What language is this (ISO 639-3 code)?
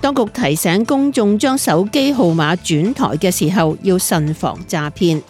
yue